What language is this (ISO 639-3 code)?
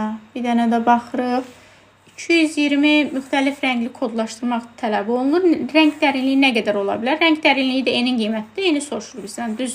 aze